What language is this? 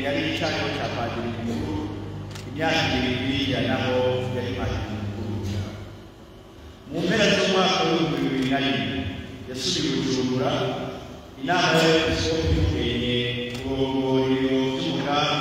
Rundi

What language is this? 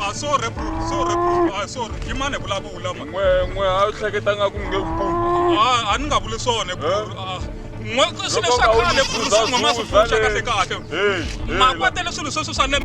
Tsonga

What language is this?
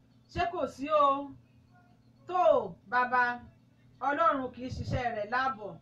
Yoruba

